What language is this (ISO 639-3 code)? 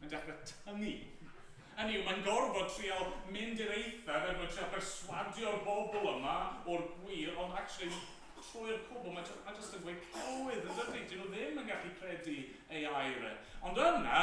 cym